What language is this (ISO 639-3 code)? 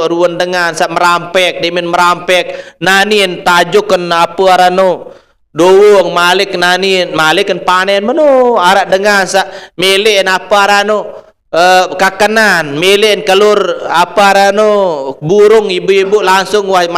sas